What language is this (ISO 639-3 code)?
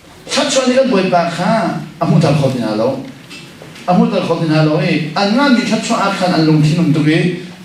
cnh